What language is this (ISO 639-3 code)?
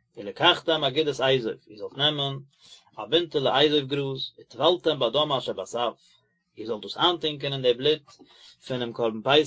yid